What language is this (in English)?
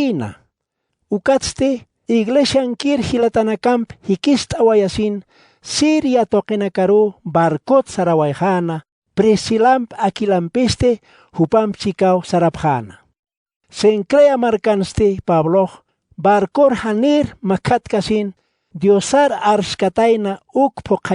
Aymara